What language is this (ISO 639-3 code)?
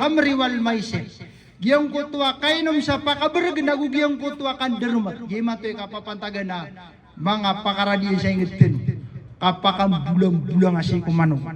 mrw